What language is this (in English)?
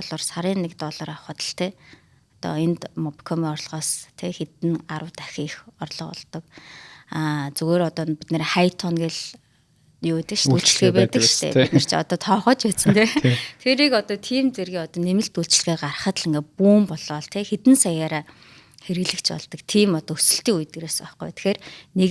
Mongolian